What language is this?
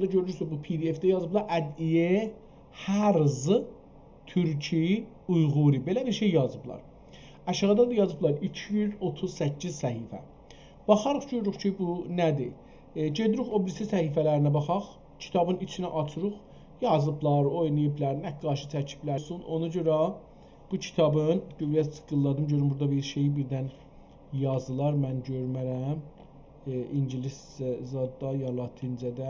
South Azerbaijani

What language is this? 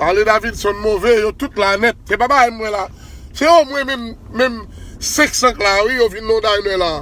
Haitian Creole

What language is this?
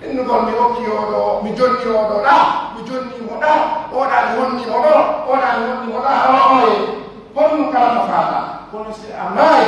Pular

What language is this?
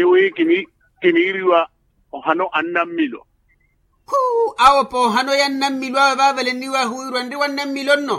Makhuwa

